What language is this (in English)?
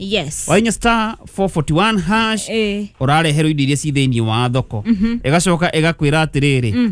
Kikuyu